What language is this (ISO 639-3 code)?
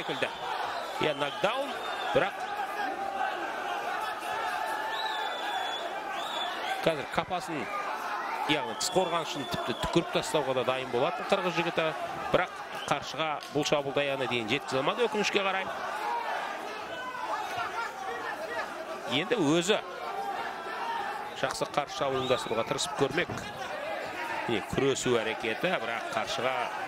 kaz